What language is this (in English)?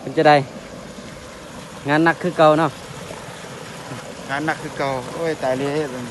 Lao